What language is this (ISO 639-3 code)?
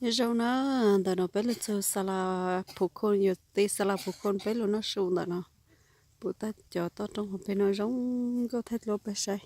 hmn